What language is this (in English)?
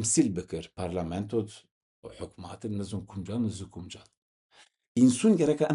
Zaza